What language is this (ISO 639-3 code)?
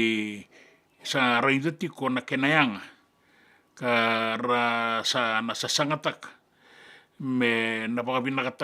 fij